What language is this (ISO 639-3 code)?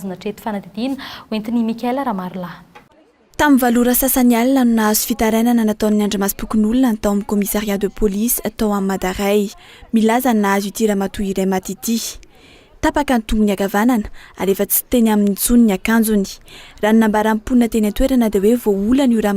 mlg